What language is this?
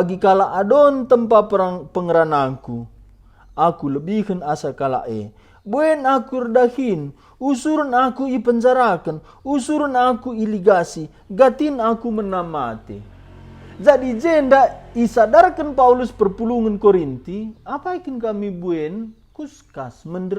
Batak Karo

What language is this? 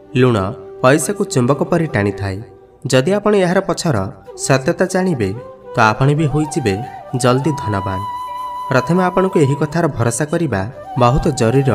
Odia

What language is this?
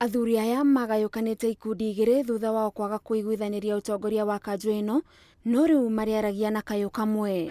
Kikuyu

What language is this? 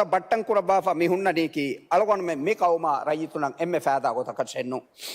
Divehi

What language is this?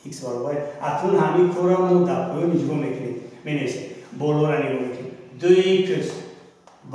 Tajik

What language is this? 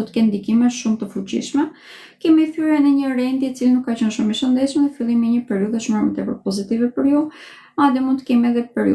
Albanian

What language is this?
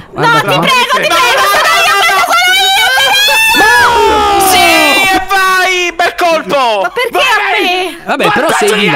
Italian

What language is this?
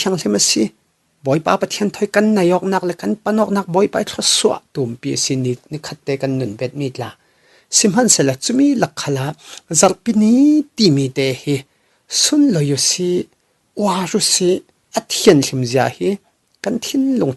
Falam Chin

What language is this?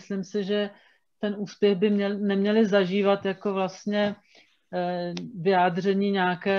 Czech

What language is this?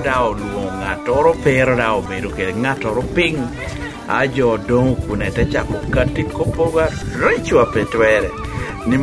Lango (Uganda)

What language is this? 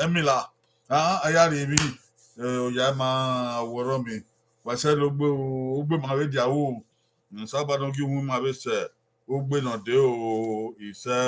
Bini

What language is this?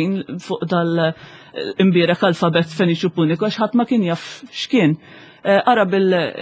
Maltese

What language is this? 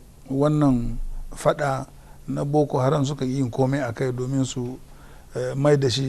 Hausa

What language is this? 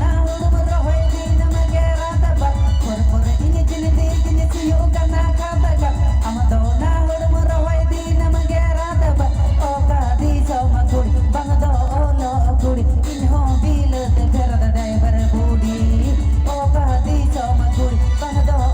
Santali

